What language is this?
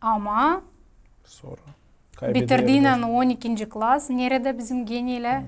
Gagauz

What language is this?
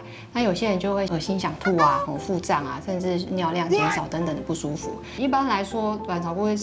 Chinese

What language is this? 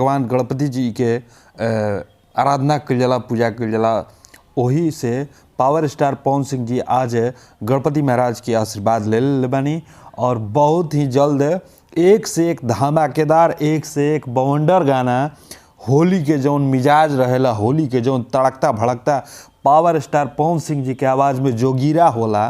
Bhojpuri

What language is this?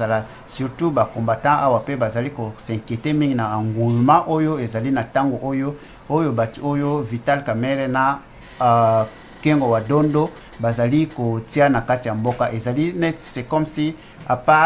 Lingala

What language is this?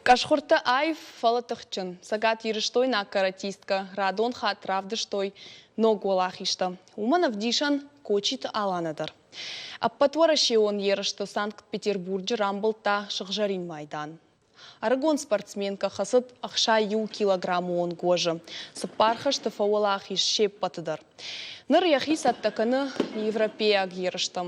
Ossetic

